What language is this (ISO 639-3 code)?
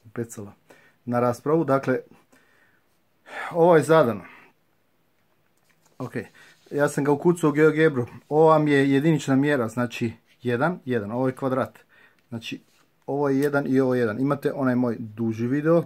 hrv